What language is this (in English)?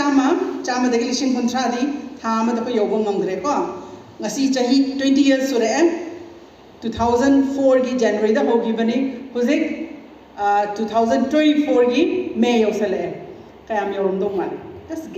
Manipuri